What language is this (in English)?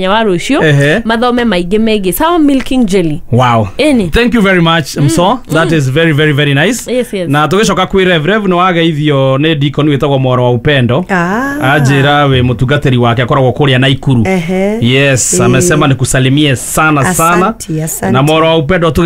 Kikuyu